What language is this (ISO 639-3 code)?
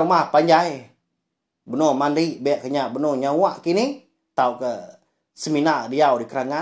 iba